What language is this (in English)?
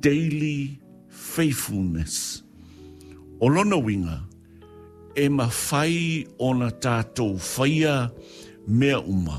Samoan